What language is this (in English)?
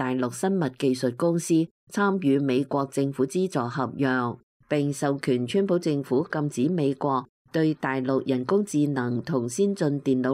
Cantonese